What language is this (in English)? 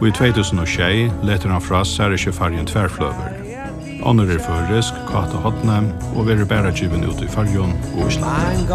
Faroese